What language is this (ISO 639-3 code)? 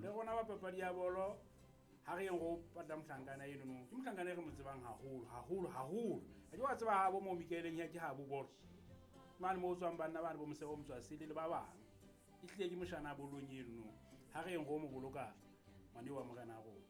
sot